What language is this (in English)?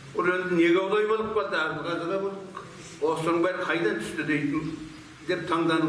Kazakh